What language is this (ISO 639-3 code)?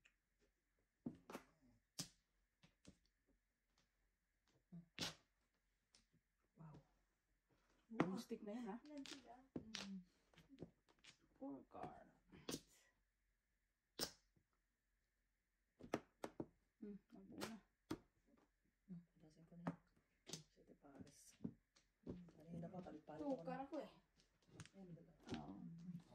fil